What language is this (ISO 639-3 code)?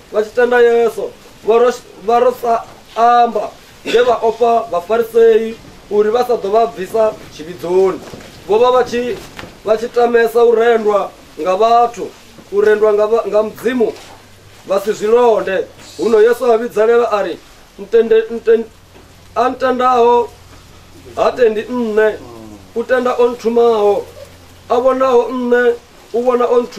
ven